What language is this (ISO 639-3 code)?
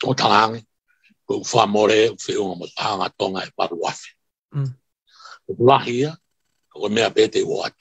ton